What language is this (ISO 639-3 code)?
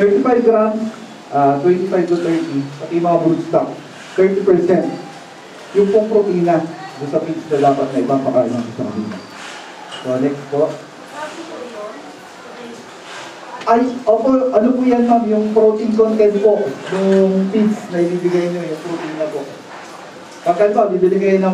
fil